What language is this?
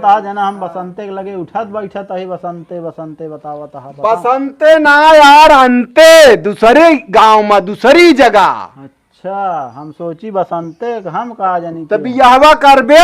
Awadhi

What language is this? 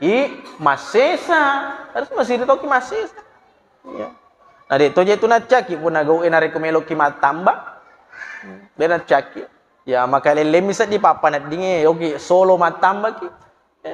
Buginese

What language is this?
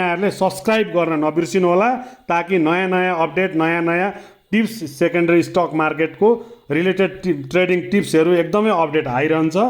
Nepali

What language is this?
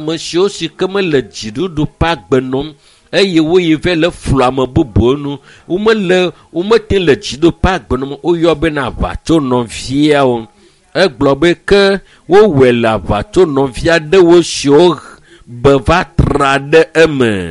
Ewe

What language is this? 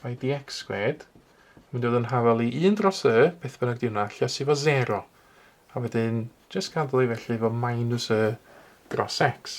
Welsh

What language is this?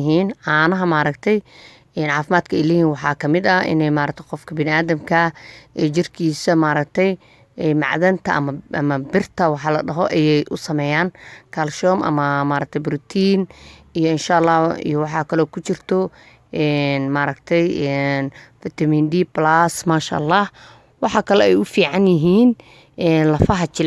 Somali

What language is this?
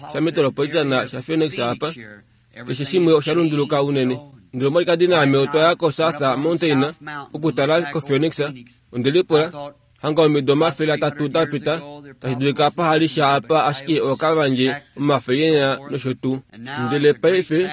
Kuanyama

